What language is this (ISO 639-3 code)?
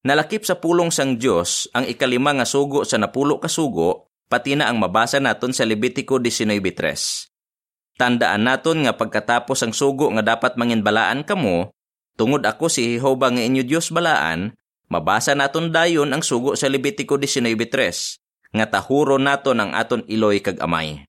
hil